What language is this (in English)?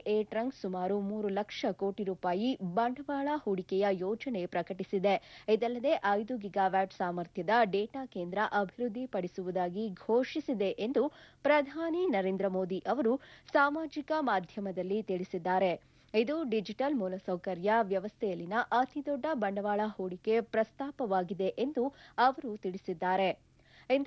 Kannada